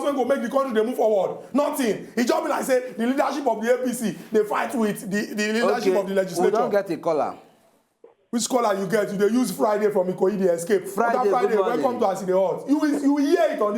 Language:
Nigerian Pidgin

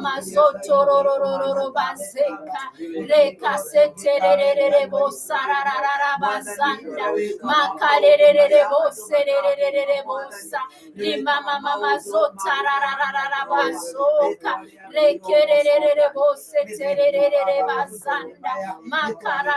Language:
Kikuyu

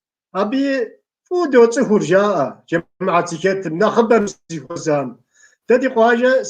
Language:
Kabardian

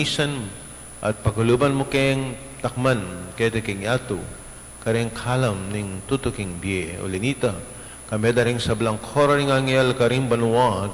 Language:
Pampanga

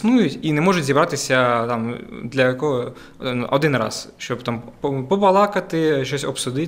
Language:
Ukrainian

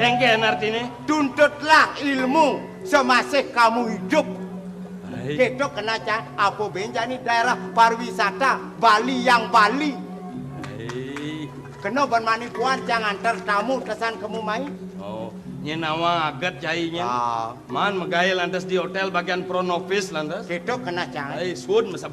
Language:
Balinese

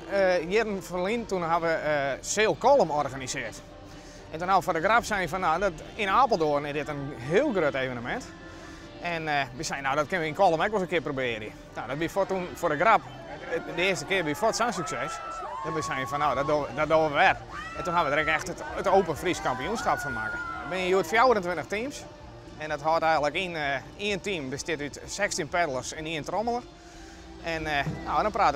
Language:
Western Frisian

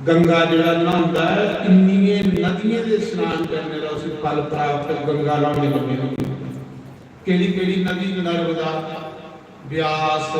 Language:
Dogri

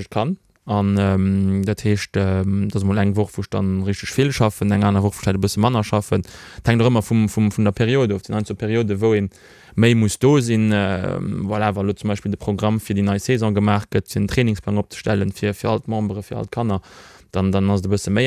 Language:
Luxembourgish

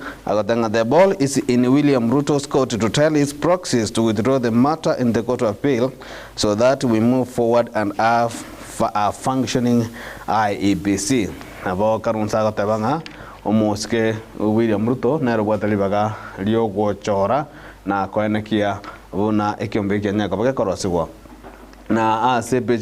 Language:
Gusii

